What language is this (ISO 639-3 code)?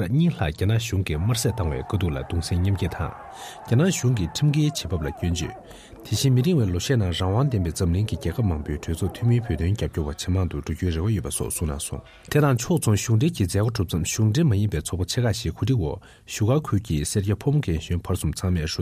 bod